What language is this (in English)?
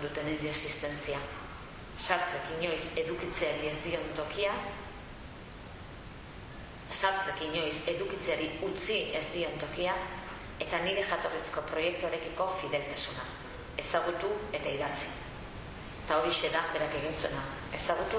Basque